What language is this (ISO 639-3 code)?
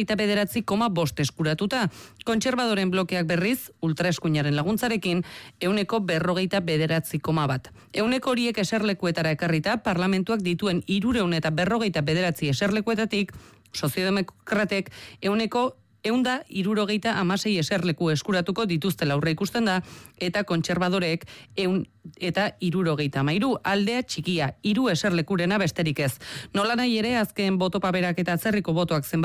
eus